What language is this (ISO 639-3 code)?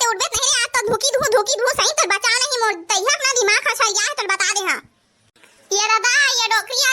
hne